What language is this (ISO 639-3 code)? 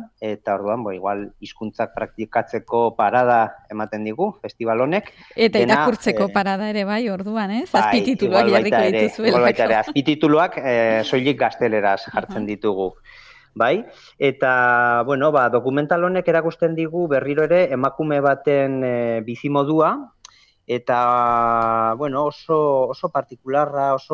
eus